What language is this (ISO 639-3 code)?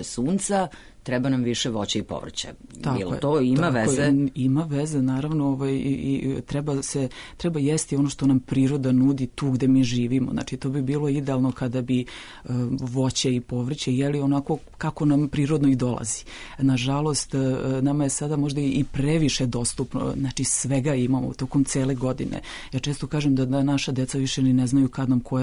srp